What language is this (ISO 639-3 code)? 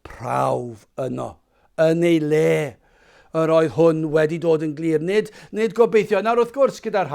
cym